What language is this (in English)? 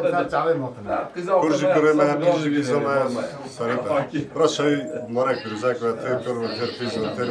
Kurdish